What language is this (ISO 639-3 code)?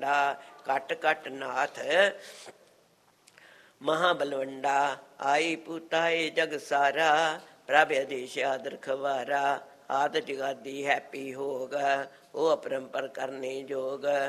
pan